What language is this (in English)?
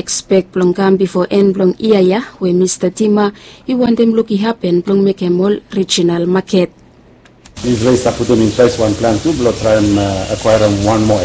Bislama